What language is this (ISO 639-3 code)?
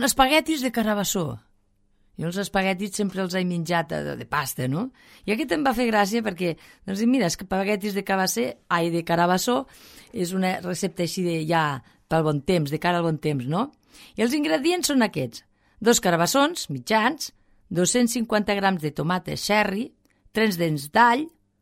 cat